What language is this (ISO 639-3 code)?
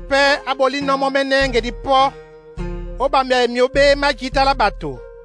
dua